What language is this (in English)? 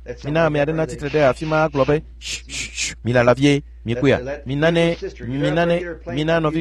Ewe